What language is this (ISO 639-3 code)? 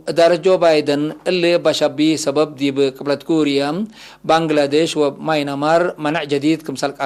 tig